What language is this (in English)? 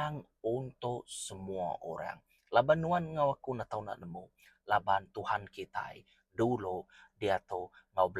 Iban